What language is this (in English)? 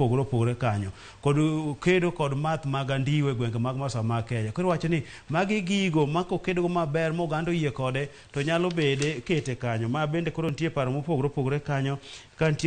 Luo (Kenya and Tanzania)